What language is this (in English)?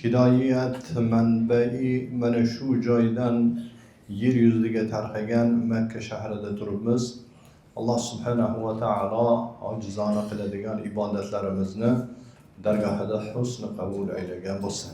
Uzbek